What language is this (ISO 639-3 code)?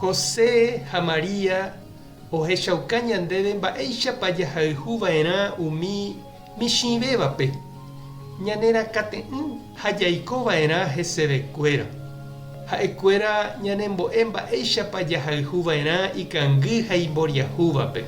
grn